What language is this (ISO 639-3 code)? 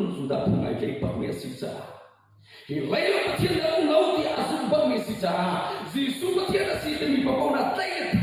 cnh